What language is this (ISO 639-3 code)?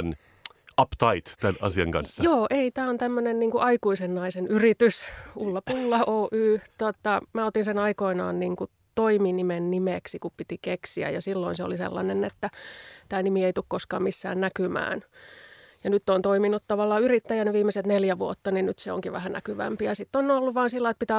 fin